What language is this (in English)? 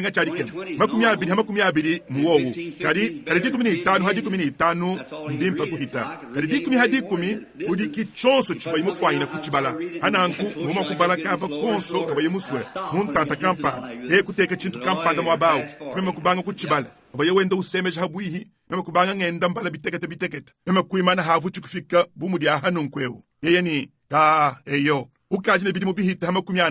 Luba-Lulua